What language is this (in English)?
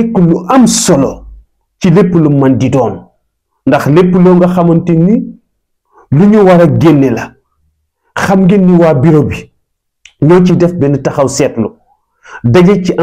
Wolof